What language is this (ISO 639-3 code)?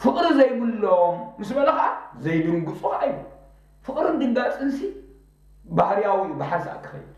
tir